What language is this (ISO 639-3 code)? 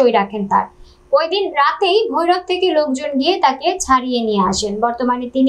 ben